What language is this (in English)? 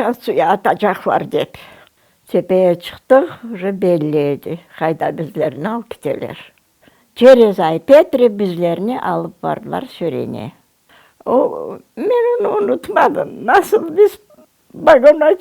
Crimean Tatar